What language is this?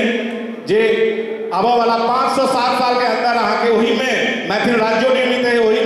Maithili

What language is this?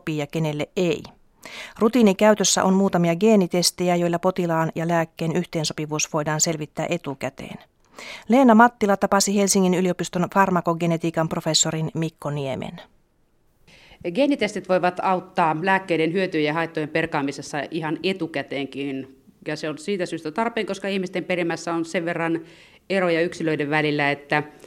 Finnish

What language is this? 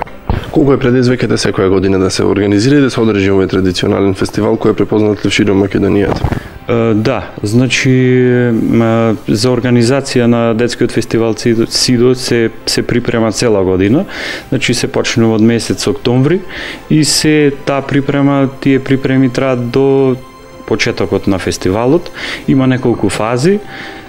Macedonian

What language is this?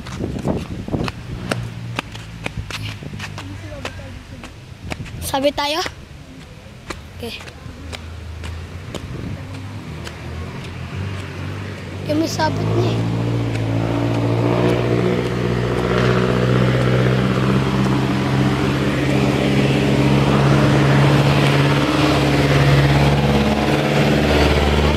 Filipino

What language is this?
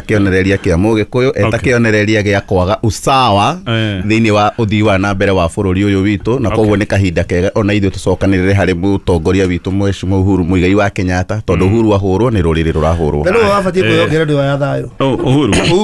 Kikuyu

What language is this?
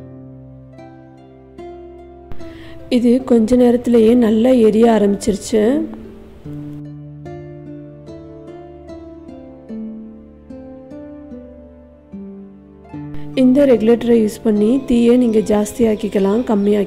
Tamil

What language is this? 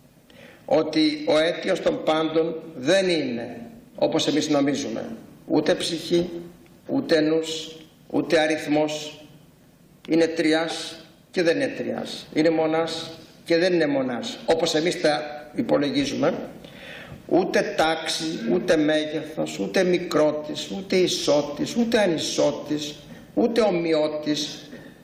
Greek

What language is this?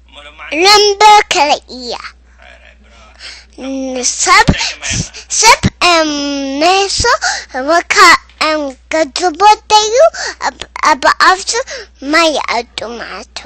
Tigrinya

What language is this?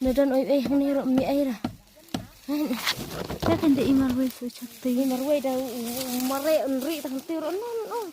Khasi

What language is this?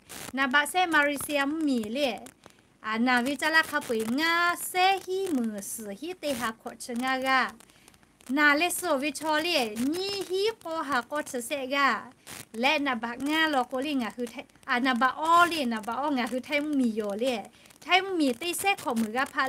Lahu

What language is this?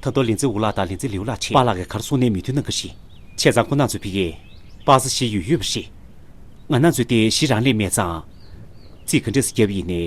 Tibetan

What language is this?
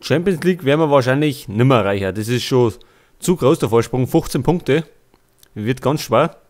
Bavarian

